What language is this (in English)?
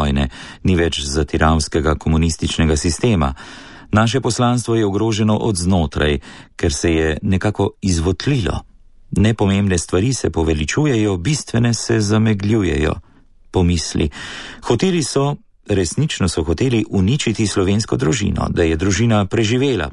Slovenian